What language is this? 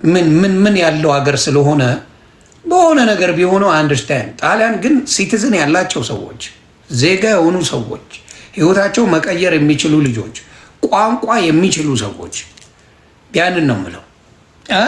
Amharic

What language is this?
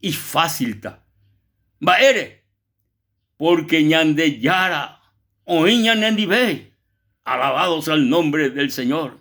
Guarani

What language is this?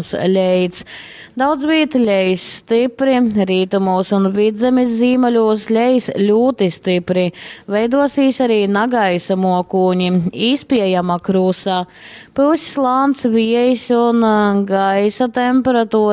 Latgalian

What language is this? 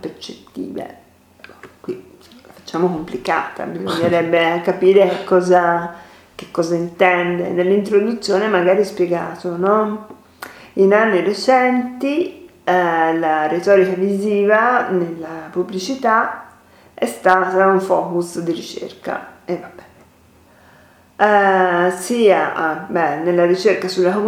Italian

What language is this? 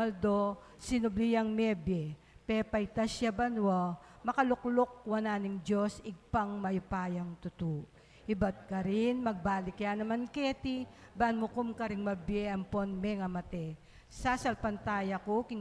Pampanga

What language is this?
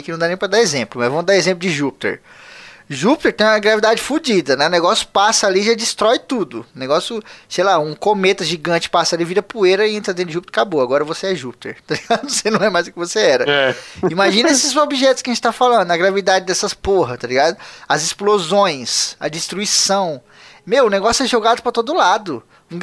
Portuguese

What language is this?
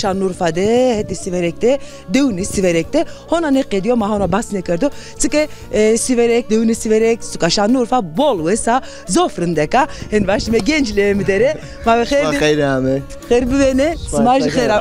Zaza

